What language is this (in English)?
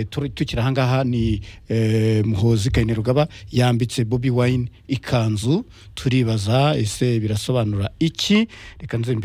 Kinyarwanda